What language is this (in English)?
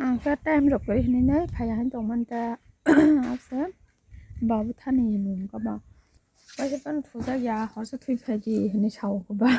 Kok Borok